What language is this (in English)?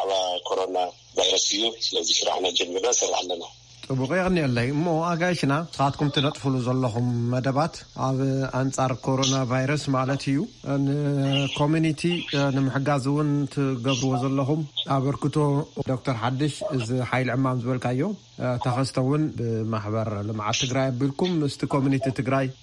Tigrinya